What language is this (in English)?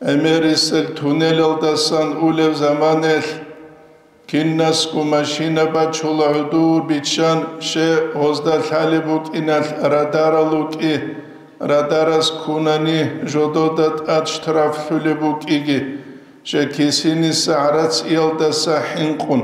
Avaric